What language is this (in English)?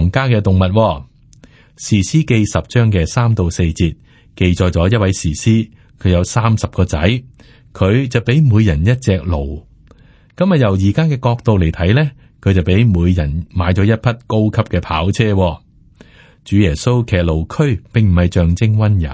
Cantonese